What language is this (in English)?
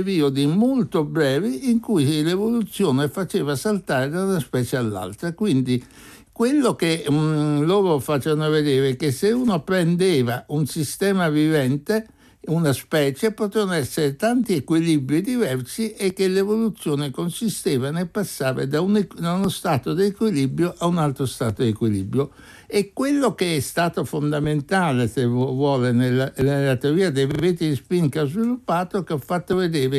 Italian